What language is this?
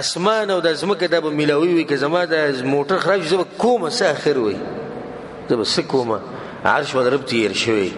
Pashto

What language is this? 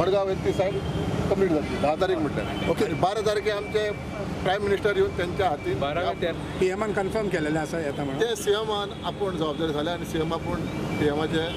Konkani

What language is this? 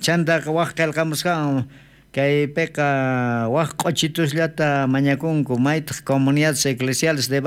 South Bolivian Quechua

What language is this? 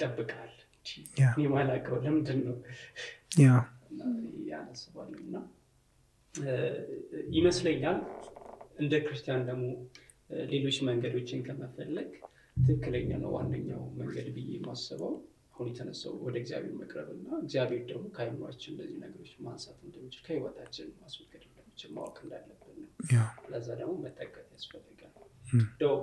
Amharic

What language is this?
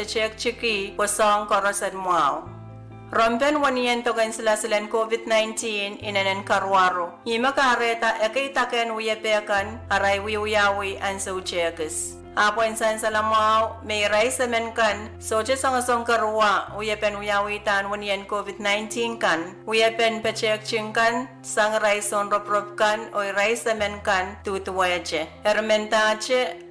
Pohnpeian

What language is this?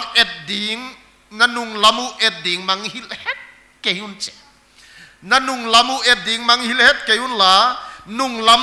Paite Chin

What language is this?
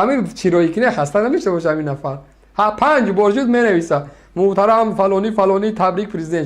Tajik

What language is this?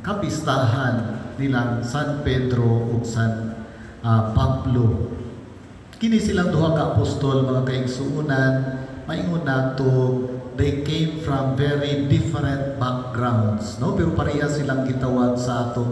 Cebuano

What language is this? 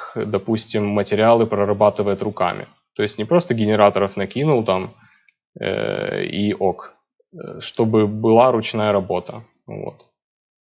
Russian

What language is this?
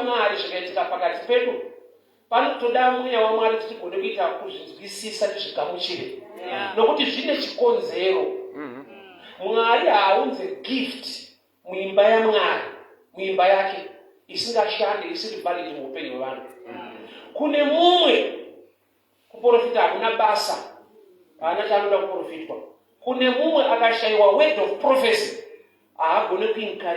Shona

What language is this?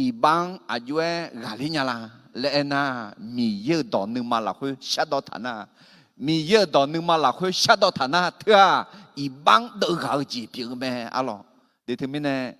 Akha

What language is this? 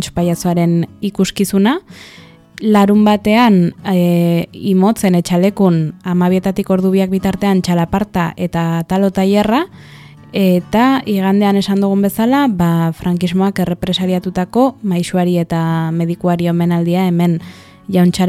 Basque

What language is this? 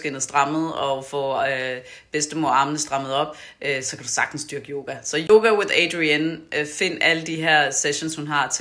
Danish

